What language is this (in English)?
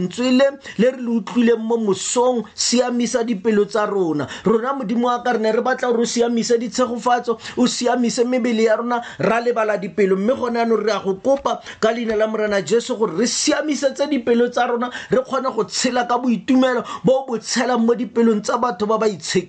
Tswana